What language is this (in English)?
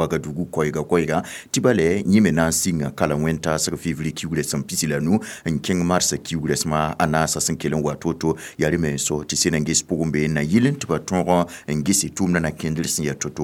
Mossi